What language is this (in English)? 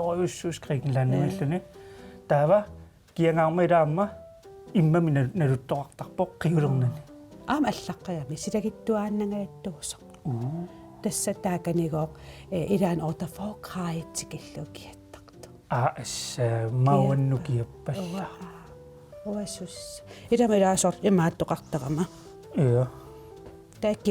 Kalaallisut